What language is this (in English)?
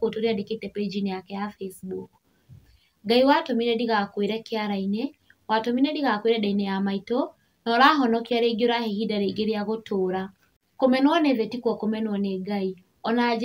Kikuyu